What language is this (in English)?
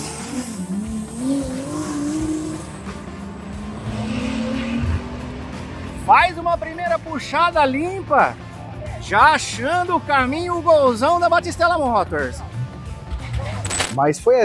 Portuguese